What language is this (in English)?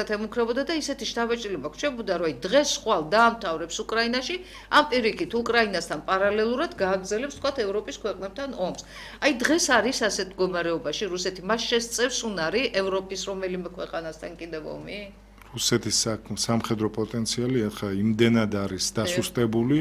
Georgian